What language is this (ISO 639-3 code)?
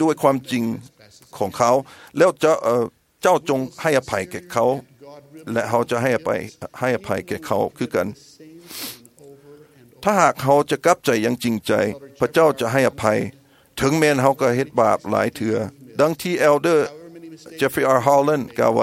tha